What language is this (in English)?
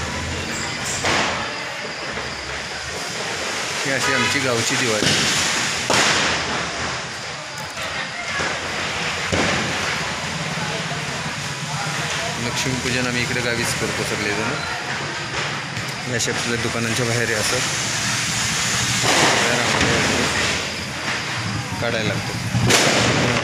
Marathi